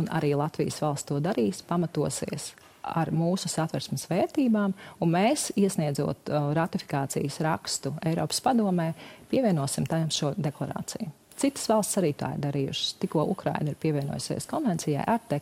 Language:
Latvian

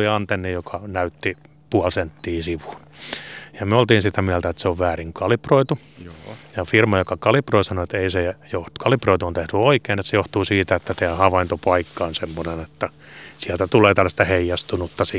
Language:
Finnish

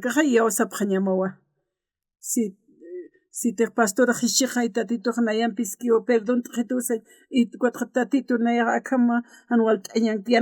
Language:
Aymara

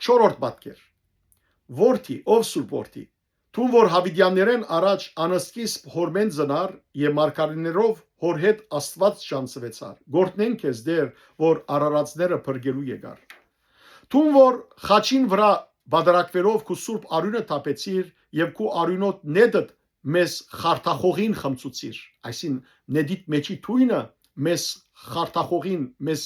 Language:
Western Armenian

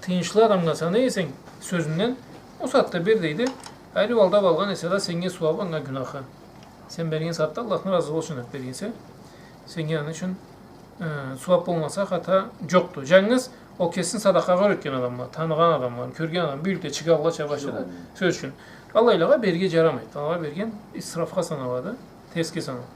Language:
Karachay-Balkar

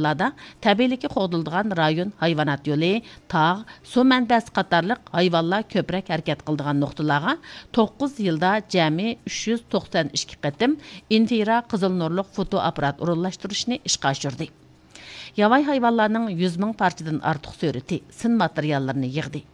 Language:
Uyghur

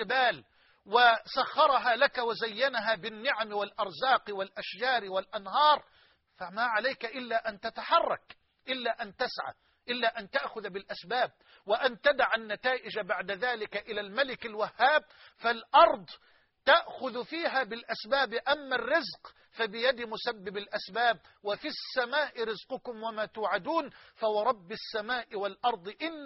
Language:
Arabic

